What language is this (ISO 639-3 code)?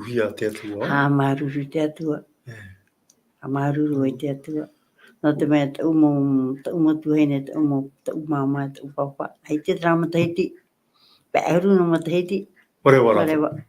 tah